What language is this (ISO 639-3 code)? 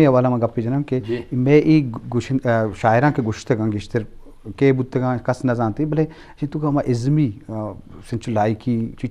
bgp